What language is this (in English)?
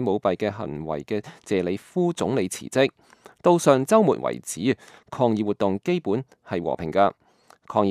Cantonese